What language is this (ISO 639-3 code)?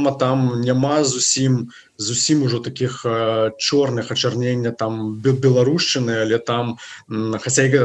bel